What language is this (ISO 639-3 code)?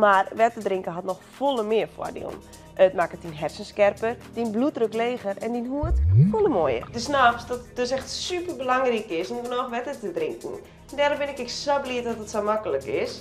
fry